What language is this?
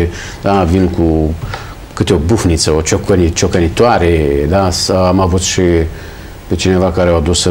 Romanian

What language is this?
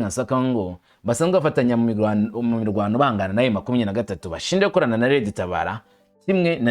Rundi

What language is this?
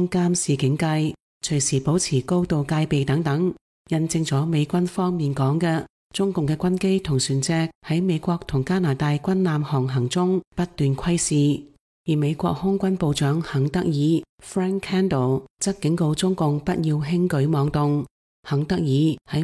Cantonese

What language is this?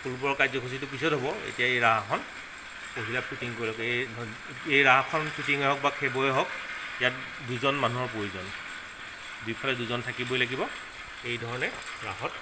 Assamese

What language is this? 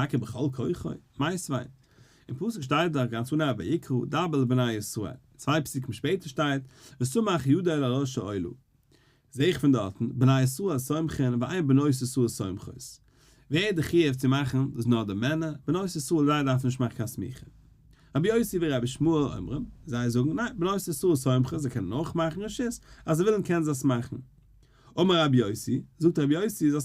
Yiddish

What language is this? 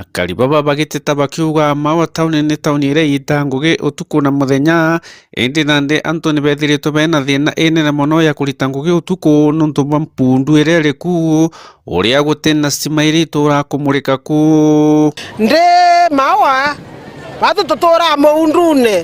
Meru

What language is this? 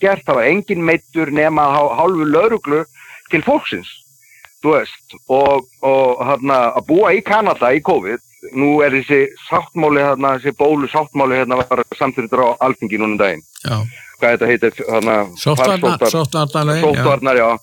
Icelandic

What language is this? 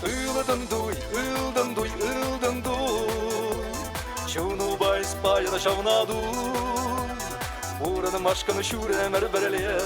Chuvash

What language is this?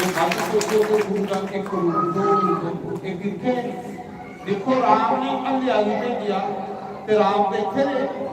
Dogri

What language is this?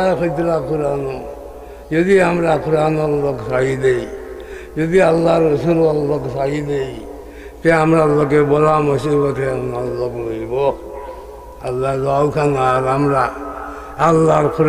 Sylheti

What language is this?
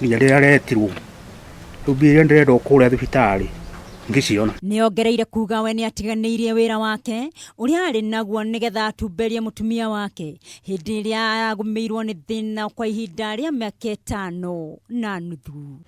Kikuyu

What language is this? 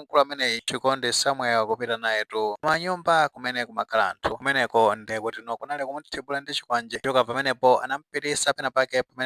Nyanja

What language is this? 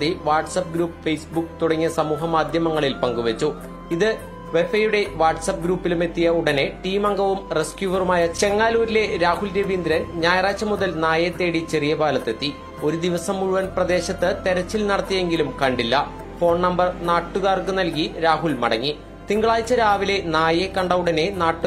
Malayalam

